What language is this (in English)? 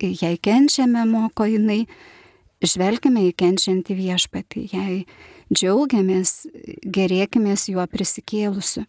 Lithuanian